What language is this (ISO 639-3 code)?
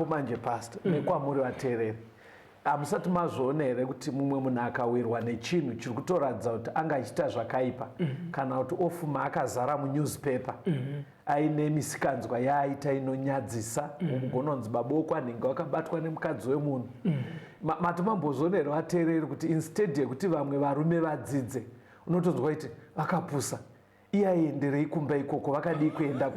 sna